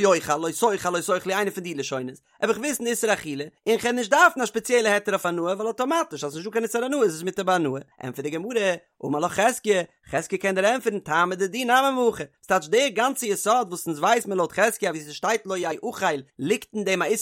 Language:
Yiddish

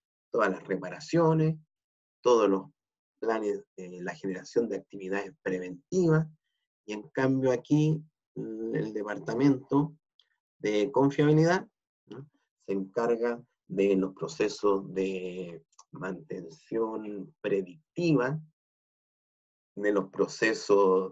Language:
Spanish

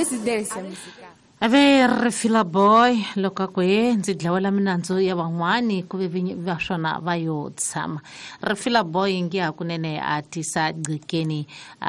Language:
Tsonga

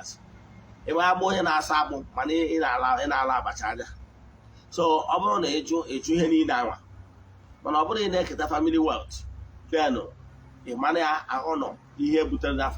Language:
Igbo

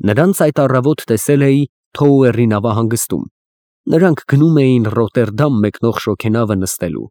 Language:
Armenian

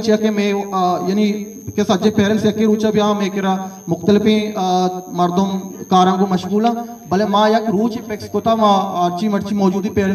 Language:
Eastern Balochi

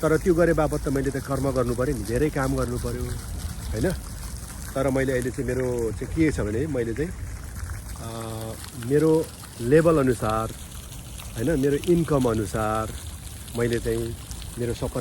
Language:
Nepali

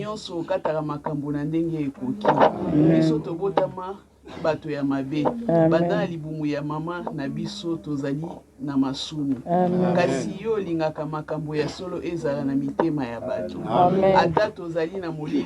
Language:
Lingala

